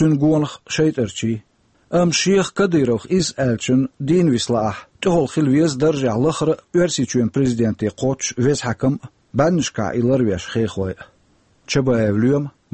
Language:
Chechen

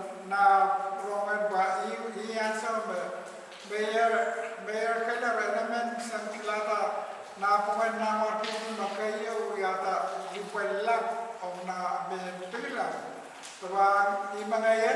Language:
Pohnpeian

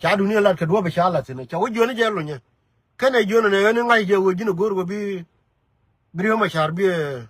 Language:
Nuer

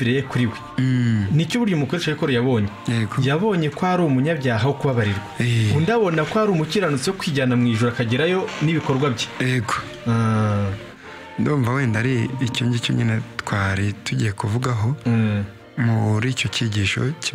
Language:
Kinyarwanda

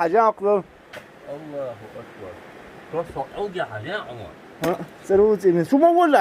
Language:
Chechen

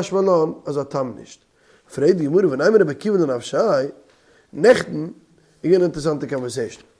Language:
Yiddish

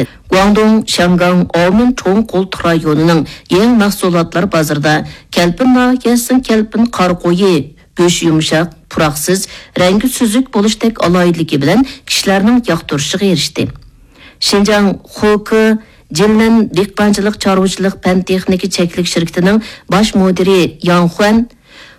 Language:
Uyghur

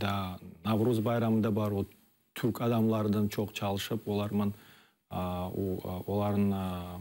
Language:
Crimean Tatar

